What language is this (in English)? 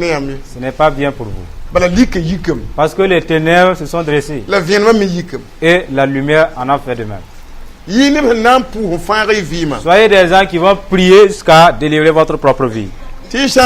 Mossi